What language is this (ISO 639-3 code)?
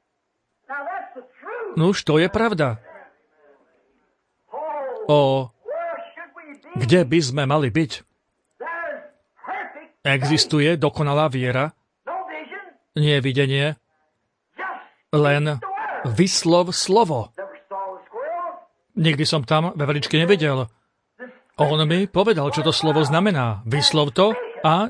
slk